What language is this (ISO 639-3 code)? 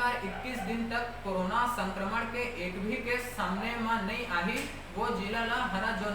hne